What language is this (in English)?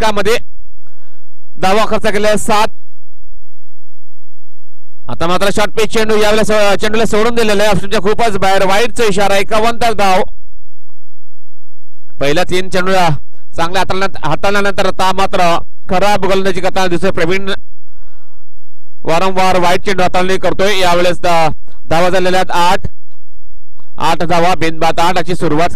Marathi